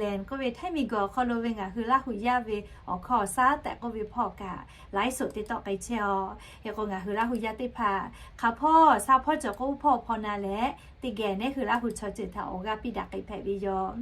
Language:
Lahu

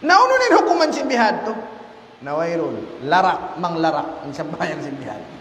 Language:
Tausug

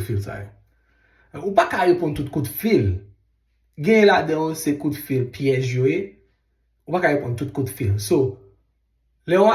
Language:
Haitian Creole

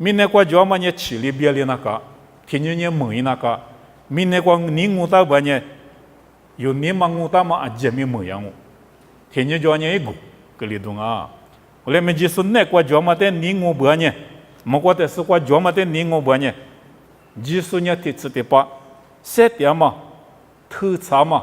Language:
Lisu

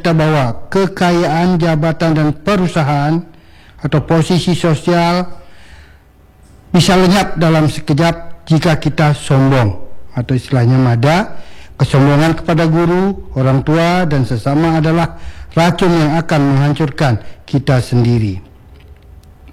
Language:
Indonesian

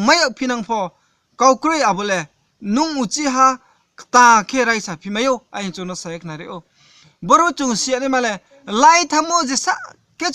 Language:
Riang (India)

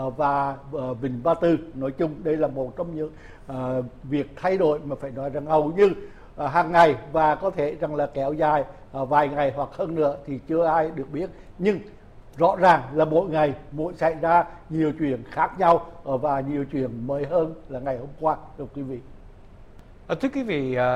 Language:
Vietnamese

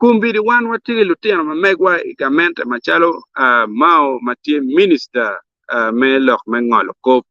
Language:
Acoli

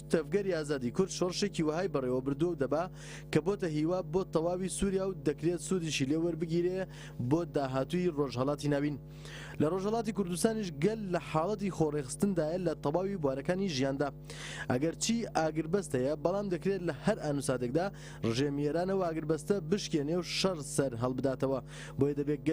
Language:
Central Kurdish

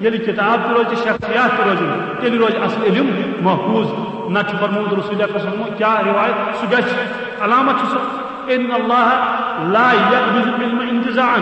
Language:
Kashmiri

